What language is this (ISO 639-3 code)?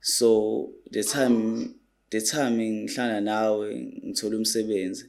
zul